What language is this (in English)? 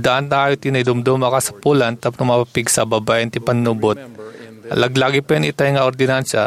Iloko